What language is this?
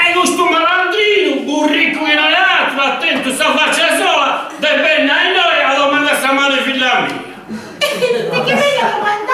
Sardinian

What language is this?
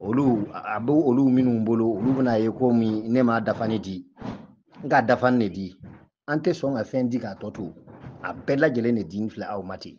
Bambara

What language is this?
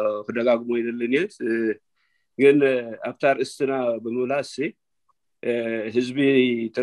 Tigrinya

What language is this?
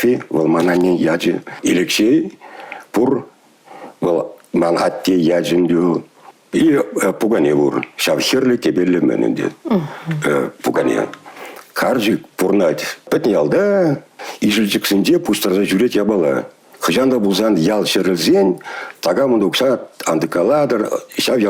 Chuvash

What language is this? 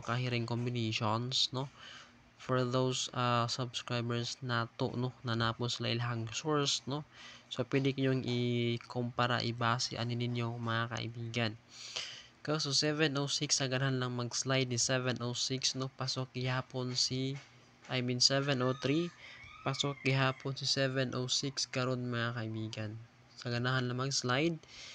Cebuano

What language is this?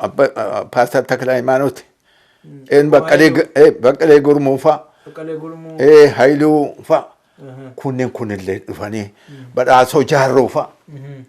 Oromo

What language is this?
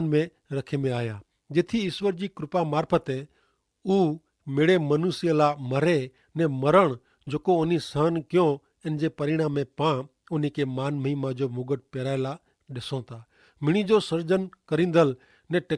Kachhi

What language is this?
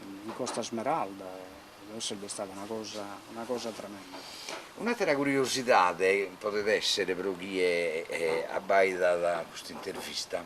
Sardinian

